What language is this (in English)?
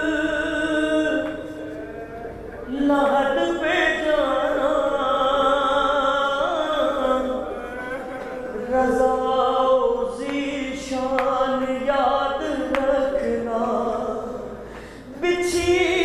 Urdu